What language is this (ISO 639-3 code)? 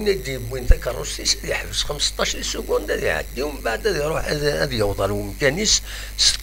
kab